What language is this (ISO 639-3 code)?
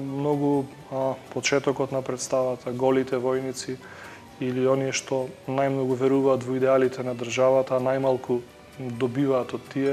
mkd